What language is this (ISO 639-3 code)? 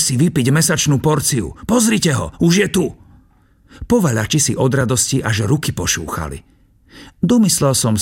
slk